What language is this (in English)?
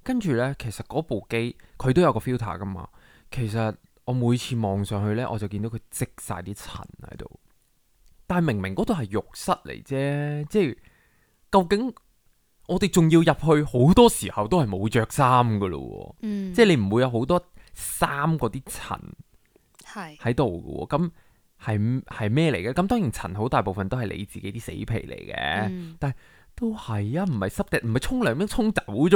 Cantonese